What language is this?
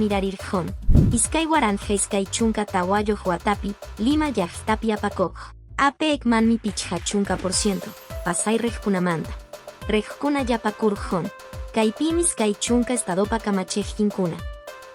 Quechua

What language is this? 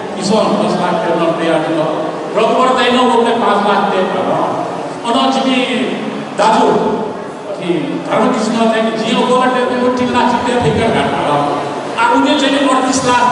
Newari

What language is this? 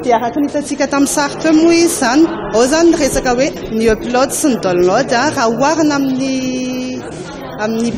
Malagasy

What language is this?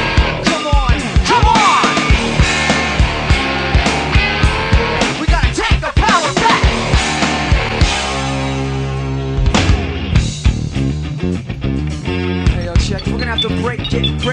English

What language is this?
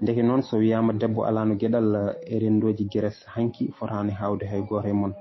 Fula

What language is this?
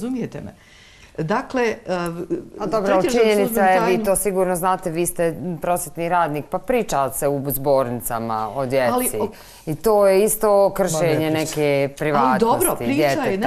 Bosnian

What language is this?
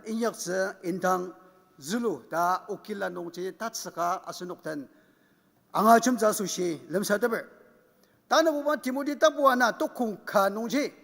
Ao Naga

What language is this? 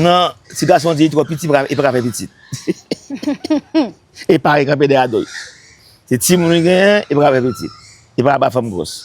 Haitian Creole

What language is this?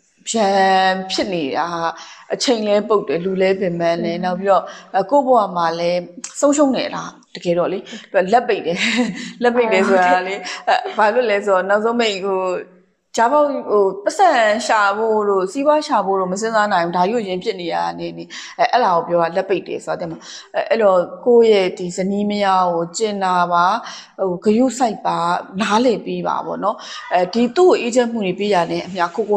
Burmese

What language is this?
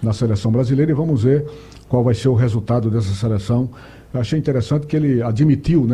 Portuguese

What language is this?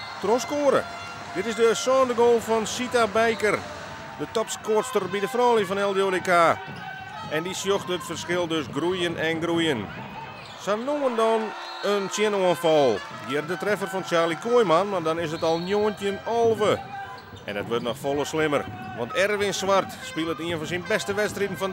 Western Frisian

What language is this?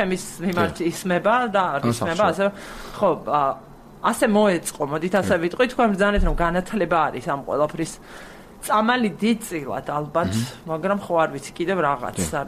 Georgian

